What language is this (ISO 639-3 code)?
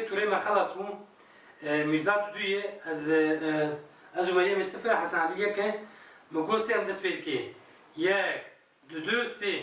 kur